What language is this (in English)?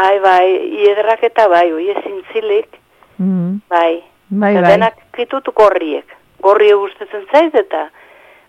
Basque